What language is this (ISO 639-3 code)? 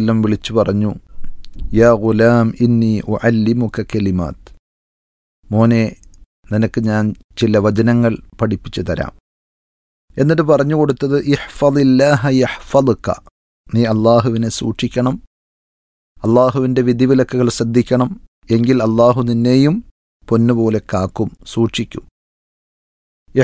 mal